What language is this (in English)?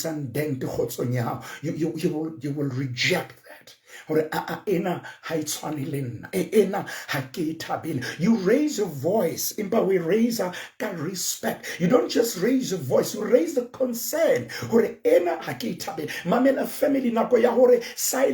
Southern Sotho